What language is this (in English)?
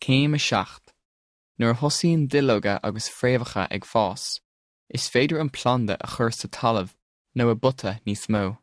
Irish